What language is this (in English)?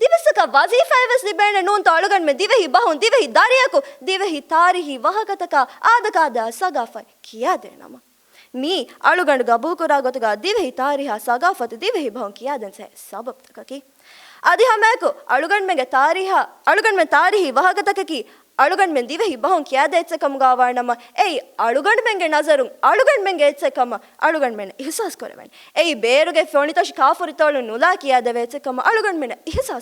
Divehi